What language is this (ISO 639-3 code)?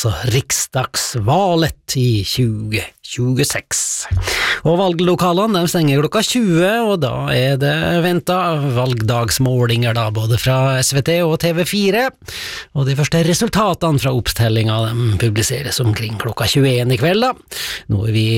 nor